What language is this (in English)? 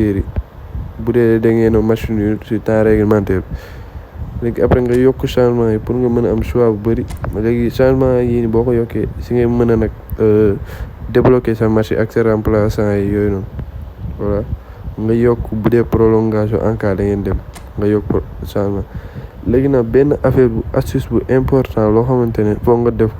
Wolof